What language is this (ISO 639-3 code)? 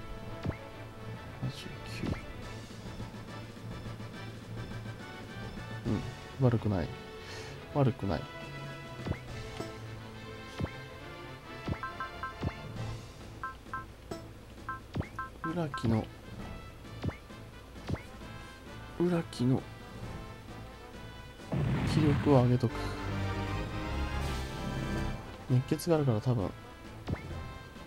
jpn